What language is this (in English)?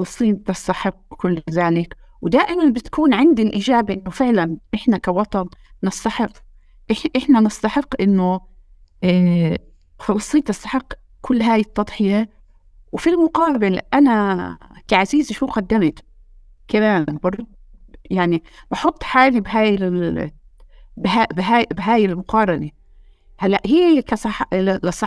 North Levantine Arabic